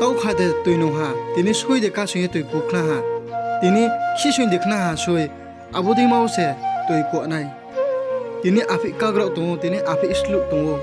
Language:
Riang (India)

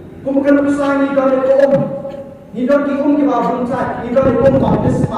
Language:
Khasi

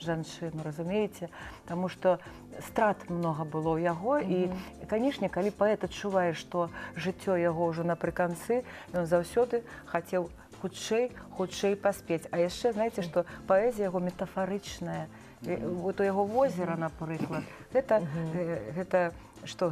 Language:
Belarusian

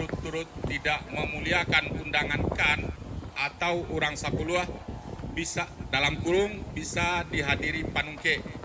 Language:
Minangkabau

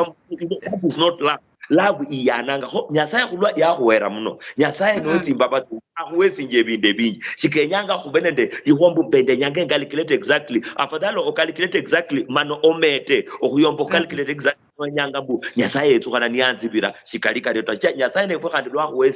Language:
Luyia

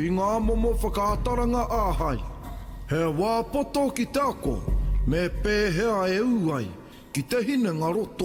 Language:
Māori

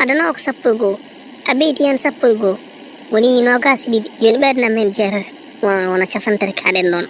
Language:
Fula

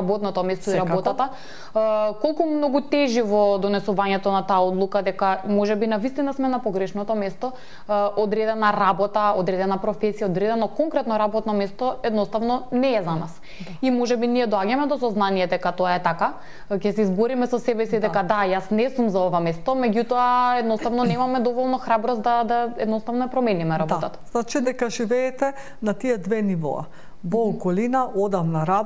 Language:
Macedonian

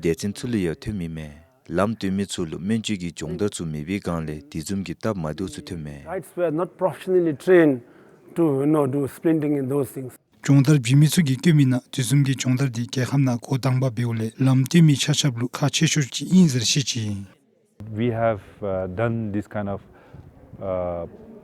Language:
Dzongkha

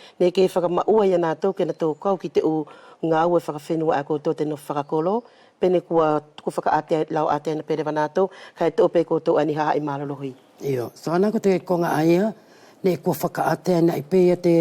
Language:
Wallisian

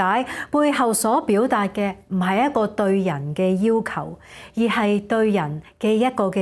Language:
Cantonese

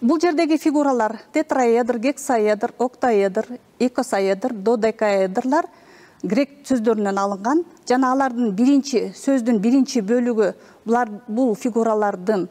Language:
Kyrgyz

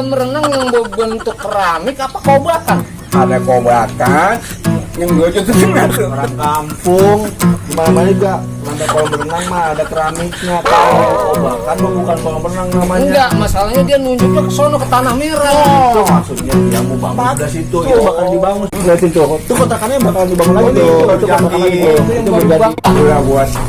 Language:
Betawi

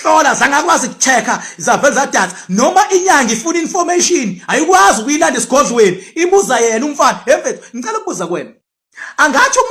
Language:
Zulu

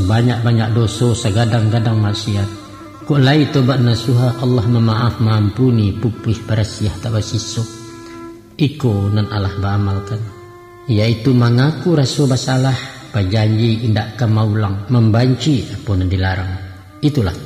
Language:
Minangkabau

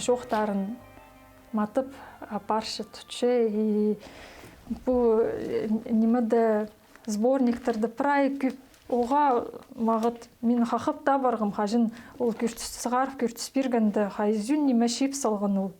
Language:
Khakas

